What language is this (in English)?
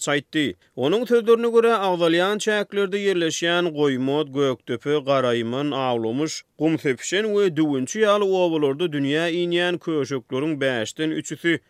Turkmen